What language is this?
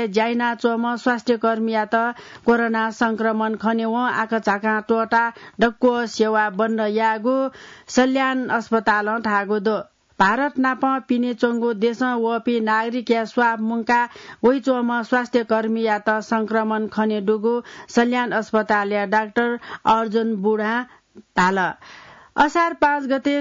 Newari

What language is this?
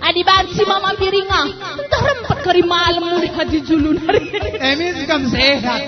Batak Karo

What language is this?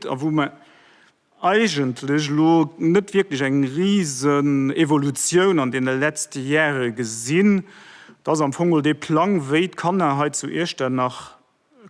Luxembourgish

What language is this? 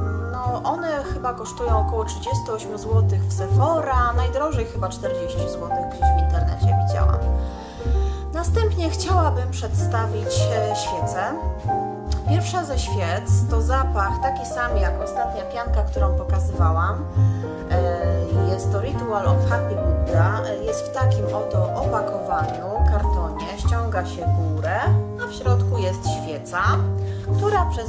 Polish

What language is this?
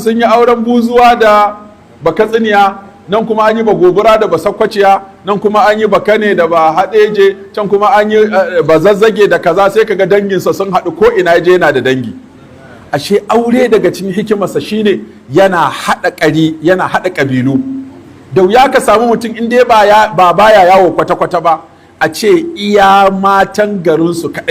Hausa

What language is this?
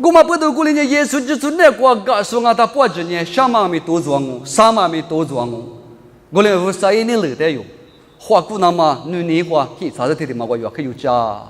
Lisu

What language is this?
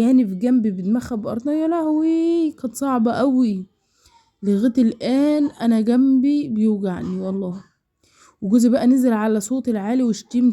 Egyptian Arabic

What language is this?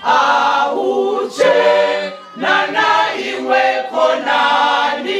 Venda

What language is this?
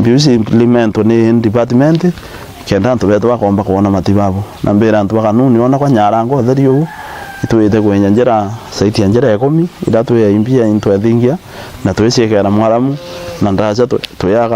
Meru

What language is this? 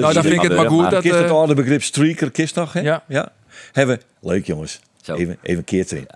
Western Frisian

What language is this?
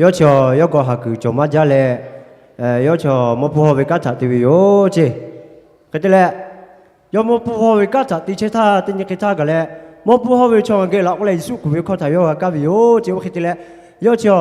Lahu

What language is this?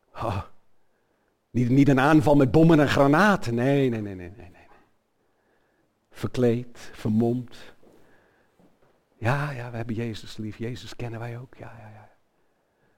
Dutch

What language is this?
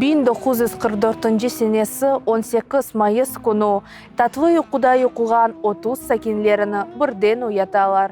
Crimean Tatar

